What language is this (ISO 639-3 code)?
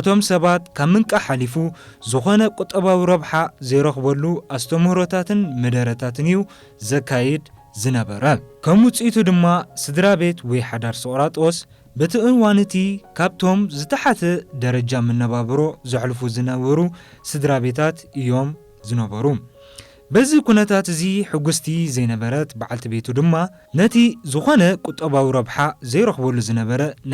tir